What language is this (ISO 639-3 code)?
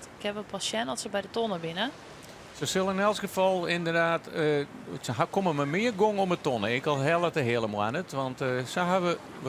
fry